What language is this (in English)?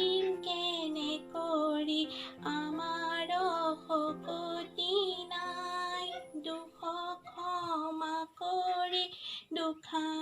Assamese